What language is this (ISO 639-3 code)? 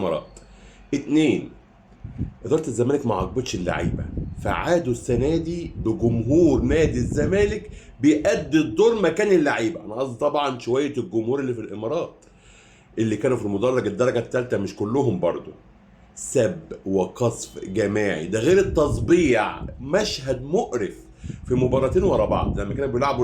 arz